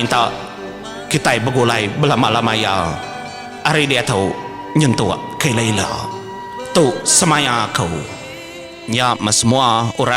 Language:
Iban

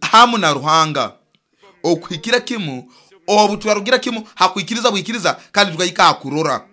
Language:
Nyoro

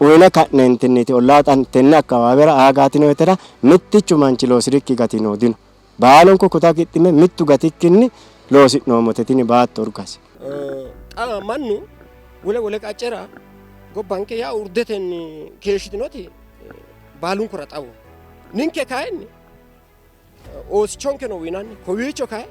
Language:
Sidamo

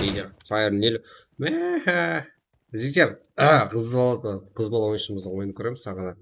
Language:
Kara-Kalpak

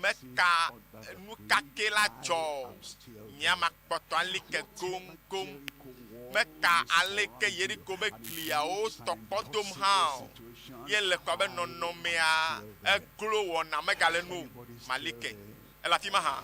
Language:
Ewe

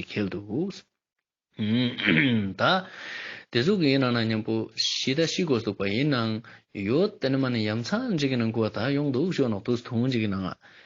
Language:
Ladakhi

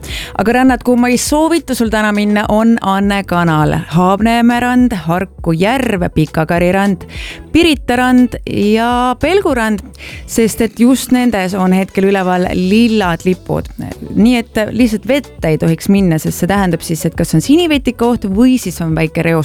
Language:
Estonian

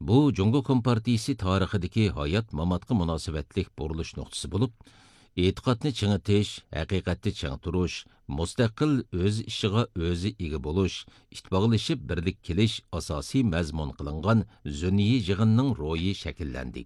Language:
Uyghur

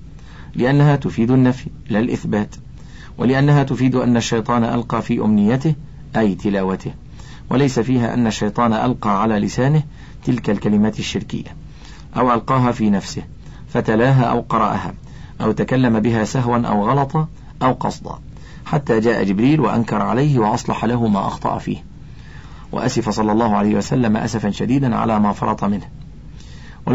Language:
Arabic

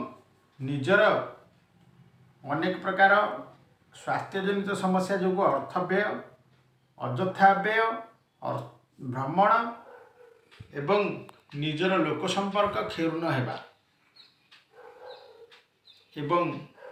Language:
Odia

